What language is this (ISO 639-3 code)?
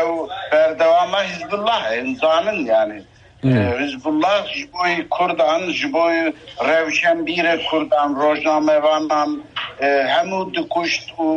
kur